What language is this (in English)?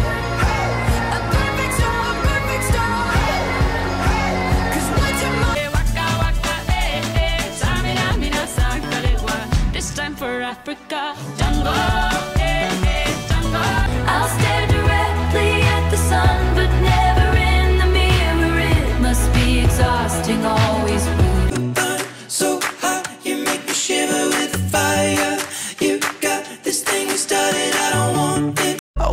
English